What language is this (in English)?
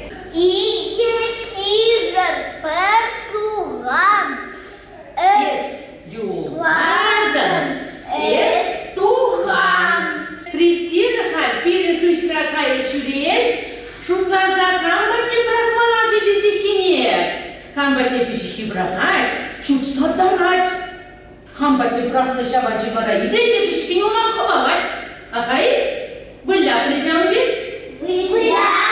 Chuvash